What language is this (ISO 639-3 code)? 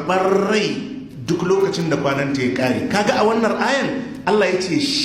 hau